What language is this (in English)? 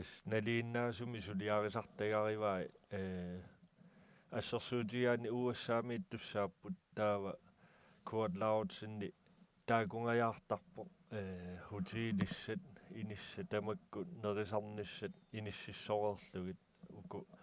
Kalaallisut